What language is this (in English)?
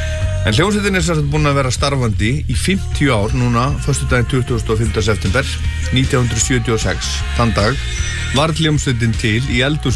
Icelandic